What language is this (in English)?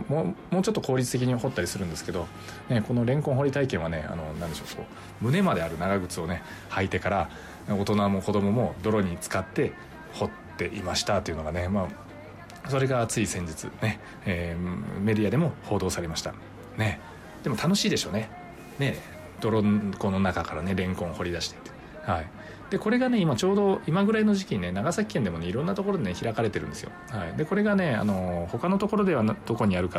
Japanese